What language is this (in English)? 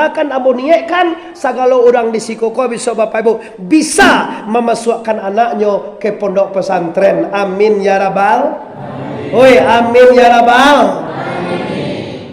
Minangkabau